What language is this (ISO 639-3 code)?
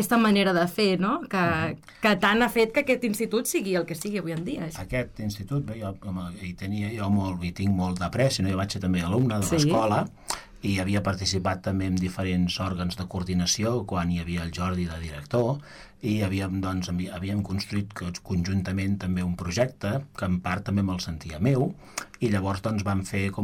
cat